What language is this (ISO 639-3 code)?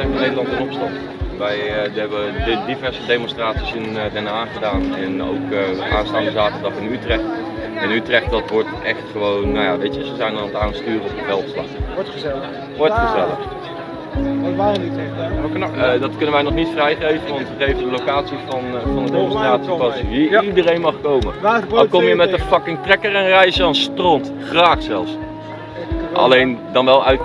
nld